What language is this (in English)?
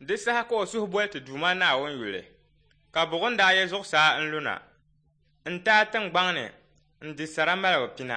Dagbani